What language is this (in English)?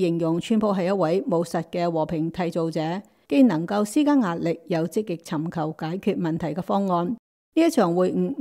Cantonese